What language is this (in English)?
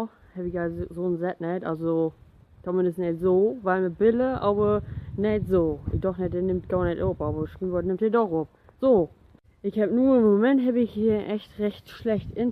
Low German